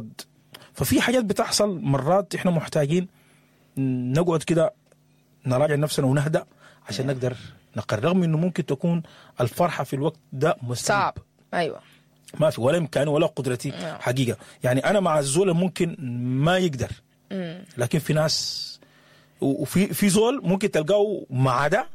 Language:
Sudanese Arabic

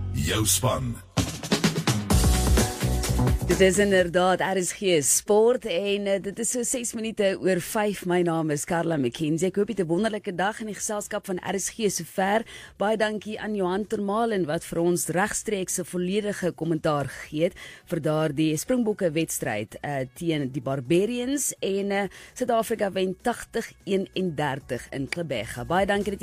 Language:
Afrikaans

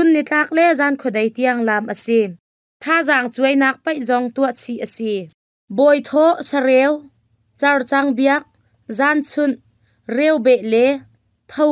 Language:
Hakha Chin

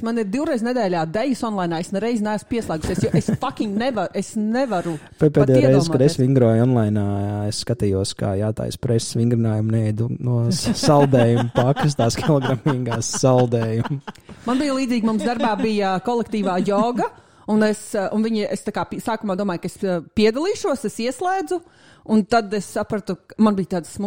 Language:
Latvian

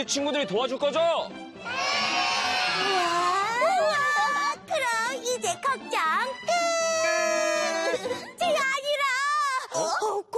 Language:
Korean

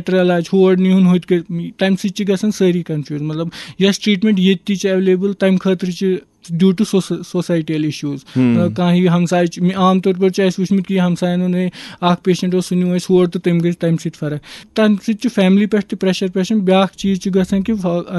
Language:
Kashmiri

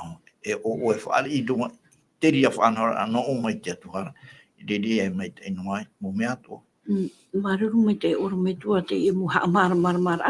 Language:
Tahitian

